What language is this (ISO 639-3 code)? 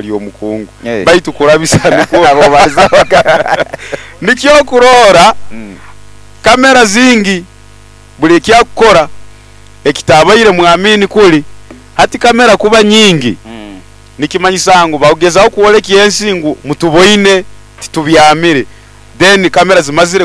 nyo